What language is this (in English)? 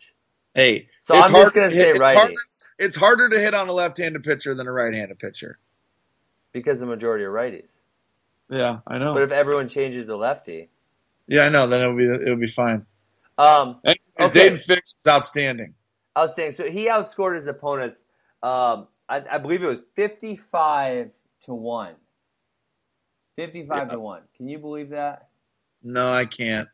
English